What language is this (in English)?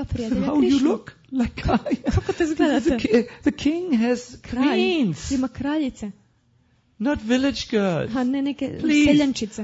Croatian